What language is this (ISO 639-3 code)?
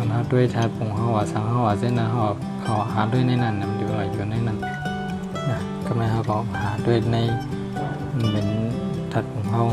shn